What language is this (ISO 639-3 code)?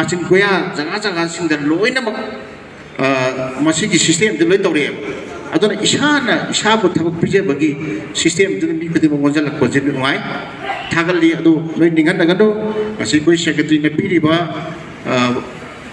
mni